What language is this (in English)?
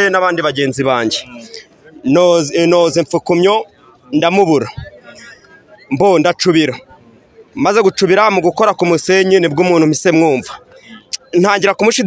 Kinyarwanda